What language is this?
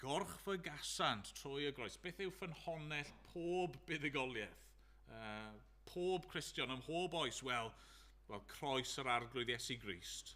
Welsh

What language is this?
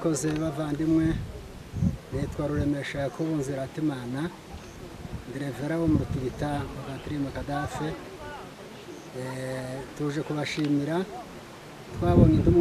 Kinyarwanda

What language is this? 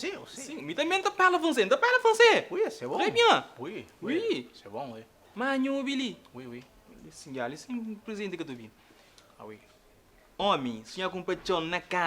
Kabuverdianu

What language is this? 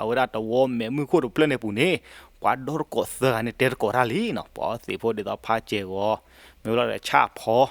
S'gaw Karen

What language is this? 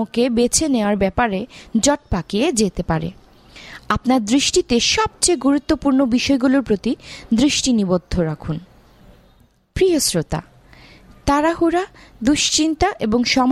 Bangla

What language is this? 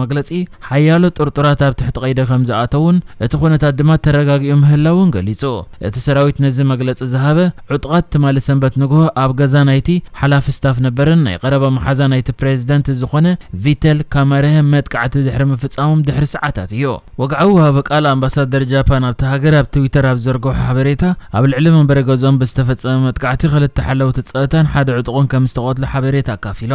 Tigrinya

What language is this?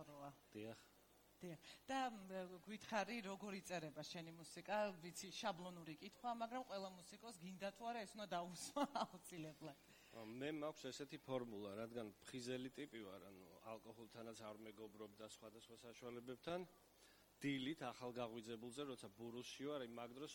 Georgian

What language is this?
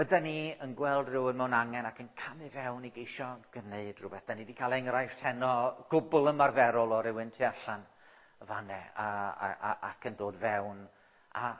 Welsh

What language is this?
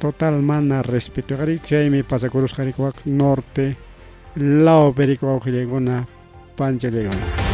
Ayacucho Quechua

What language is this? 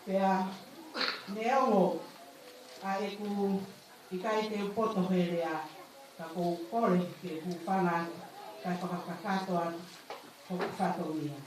Tongan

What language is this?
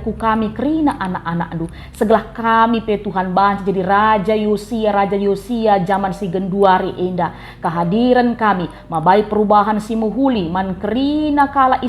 Batak Karo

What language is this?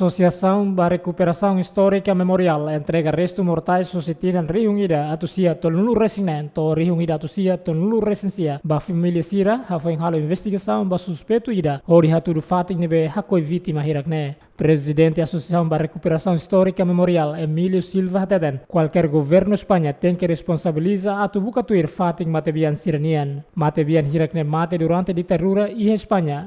Tetum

